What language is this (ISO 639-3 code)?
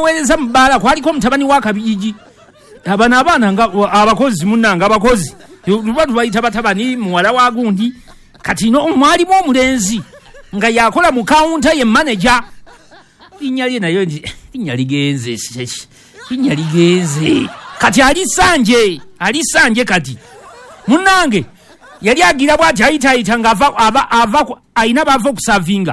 lug